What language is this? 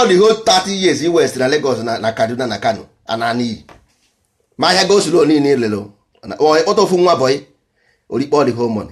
Igbo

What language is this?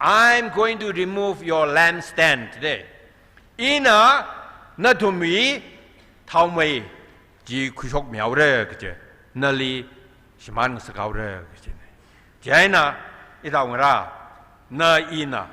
Tangkhul Naga (India)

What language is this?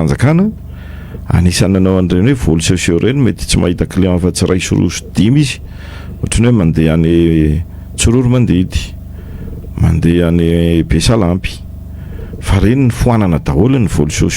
Malagasy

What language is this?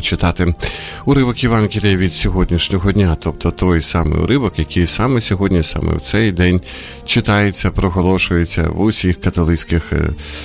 Ukrainian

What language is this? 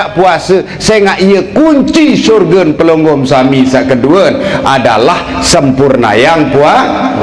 Sasak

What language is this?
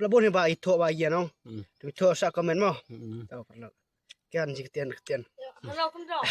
Khasi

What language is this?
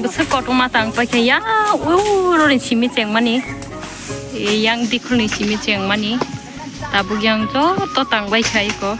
Kok Borok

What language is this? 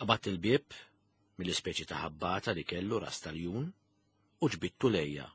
Maltese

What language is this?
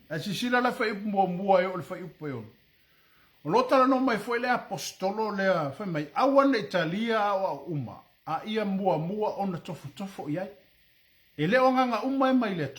Samoan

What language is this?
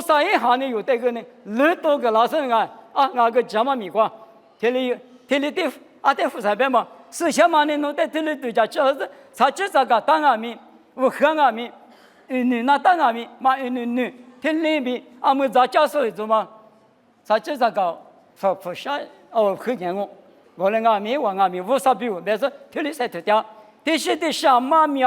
Lisu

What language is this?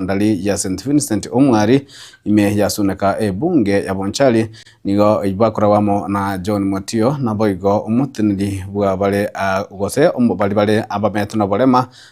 Gusii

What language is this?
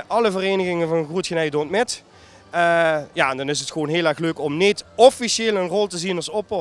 Limburgish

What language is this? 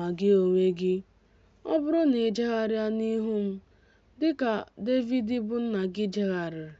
Igbo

